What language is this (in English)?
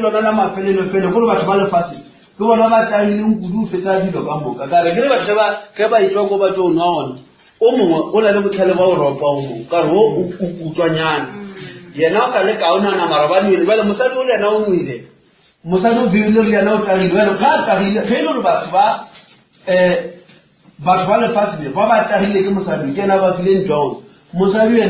Northern Sotho